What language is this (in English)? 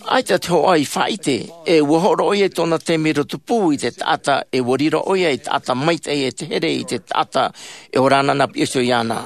Tahitian